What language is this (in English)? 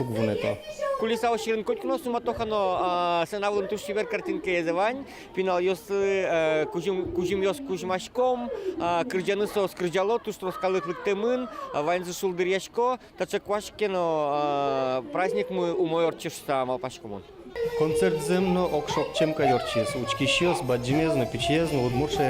Udmurt